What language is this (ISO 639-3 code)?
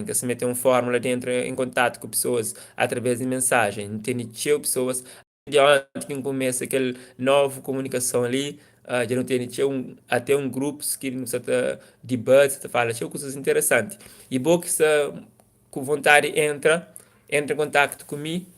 kea